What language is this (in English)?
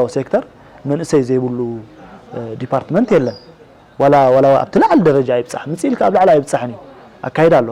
Tigrinya